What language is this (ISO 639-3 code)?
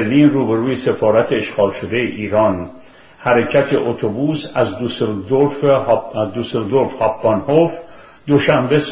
fas